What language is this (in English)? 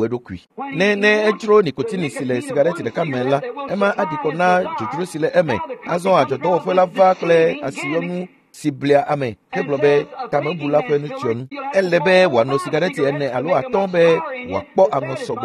Ewe